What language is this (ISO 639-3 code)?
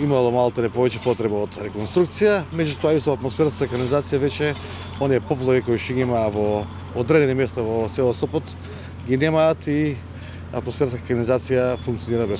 mkd